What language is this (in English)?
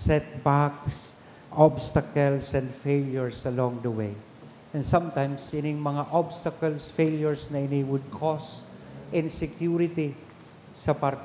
Bikol